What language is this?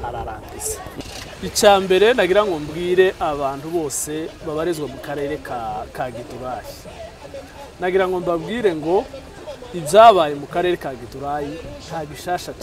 Kinyarwanda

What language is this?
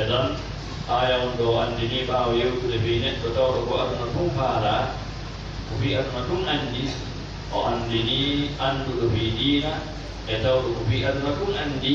Fula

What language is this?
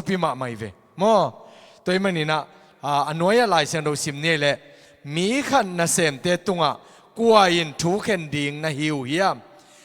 Tedim Chin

